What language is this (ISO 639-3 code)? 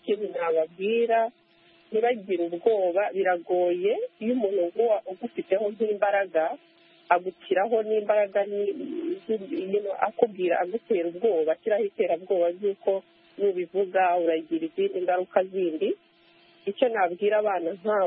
kin